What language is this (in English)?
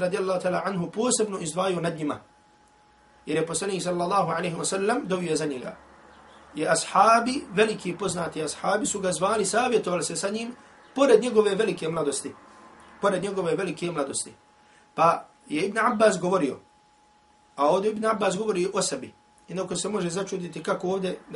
Bosnian